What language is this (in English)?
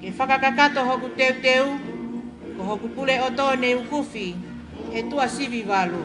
Tongan